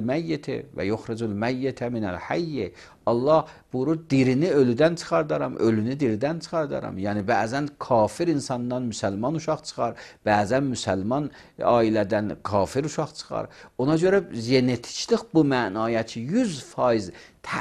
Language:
Azerbaijani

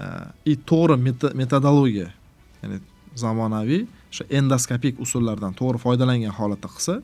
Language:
Uzbek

